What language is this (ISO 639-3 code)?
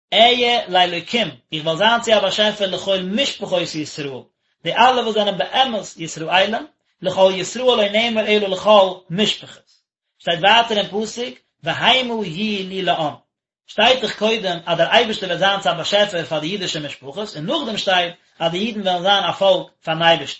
yid